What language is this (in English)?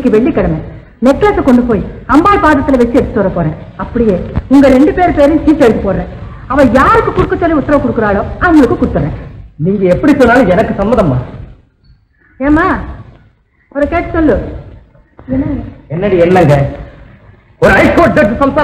Tamil